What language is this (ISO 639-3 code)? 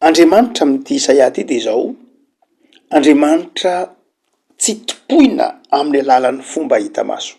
mlg